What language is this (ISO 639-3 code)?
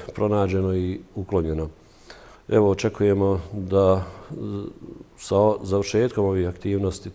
bos